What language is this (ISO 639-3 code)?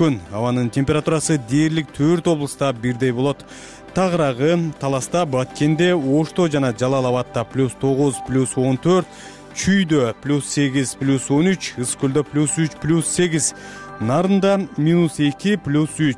kir